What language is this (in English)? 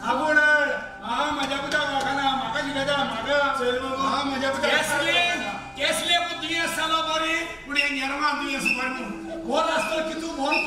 Konkani